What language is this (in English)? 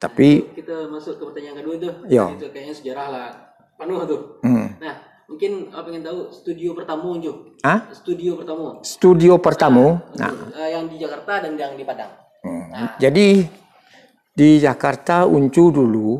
Minangkabau